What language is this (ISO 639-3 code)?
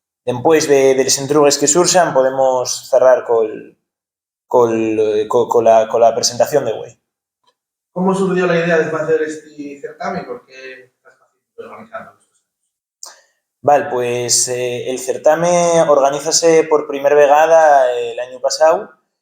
ast